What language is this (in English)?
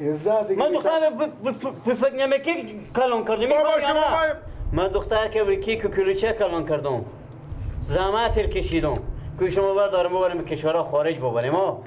Persian